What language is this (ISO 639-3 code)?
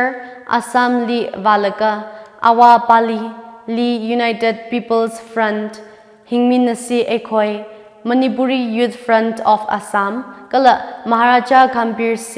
nmf